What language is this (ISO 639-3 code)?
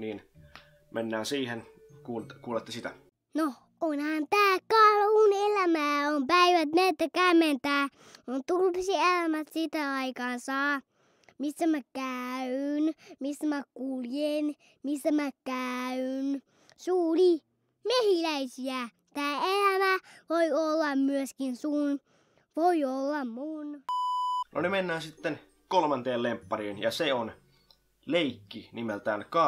fin